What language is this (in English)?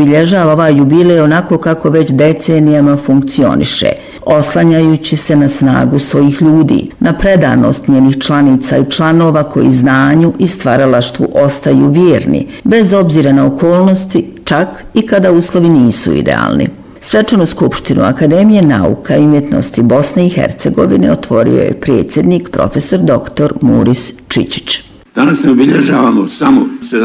Bosnian